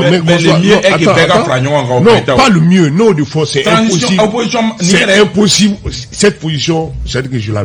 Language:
Bambara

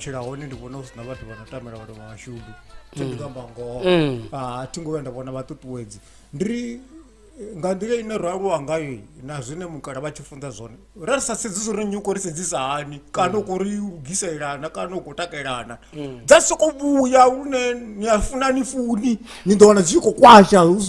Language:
Venda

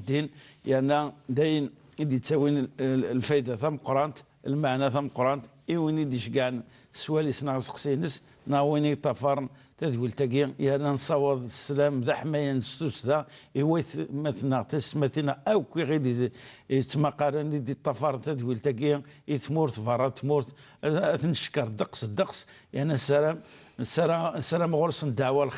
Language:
Kabyle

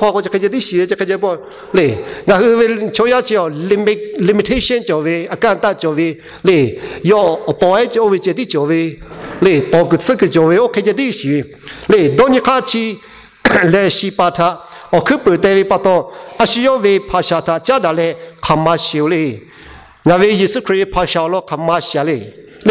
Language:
Lahu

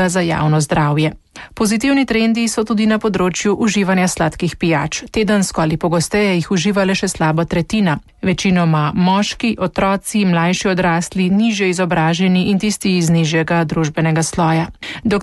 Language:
Slovenian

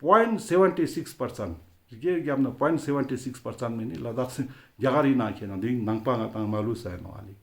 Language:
Ladakhi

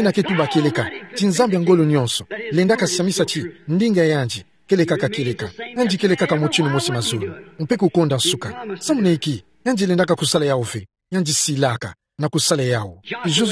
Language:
Kituba (Democratic Republic of Congo)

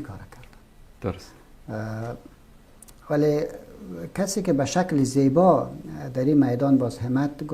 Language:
Persian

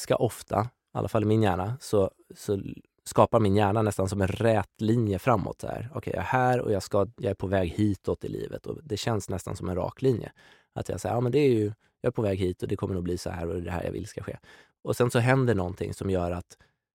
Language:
Swedish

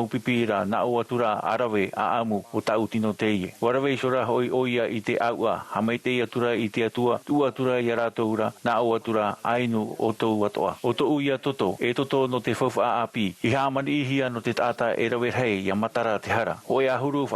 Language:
Tahitian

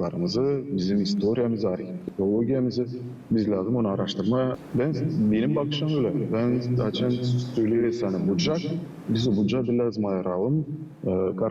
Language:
Gagauz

